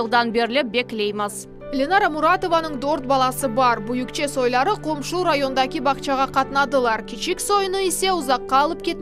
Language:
Crimean Tatar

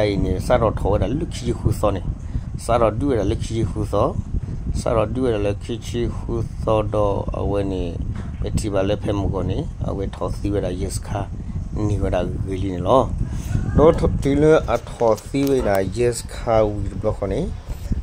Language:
S'gaw Karen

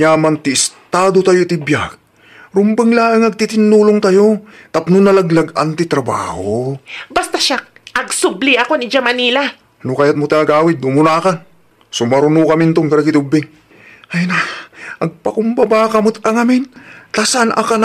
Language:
Iloko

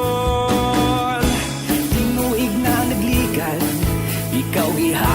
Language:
Hiligaynon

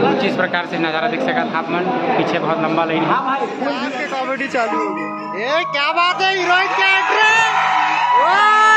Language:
Chhattisgarhi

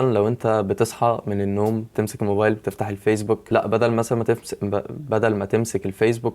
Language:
Egyptian Arabic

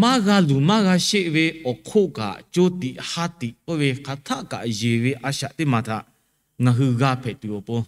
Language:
Lahu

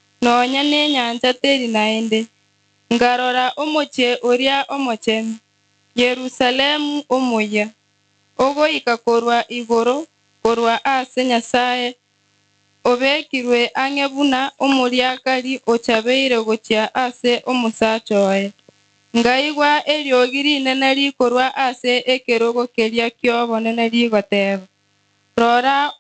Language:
Gusii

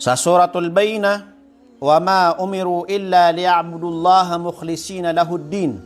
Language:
Maranao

